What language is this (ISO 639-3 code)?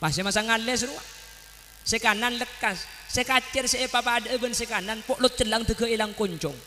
mad